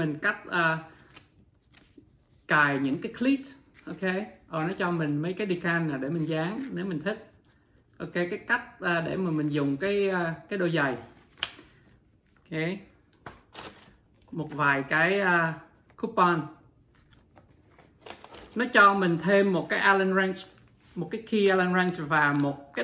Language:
Vietnamese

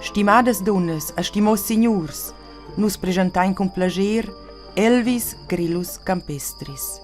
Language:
Romansh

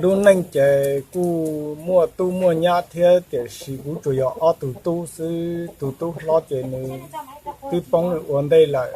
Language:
Hmong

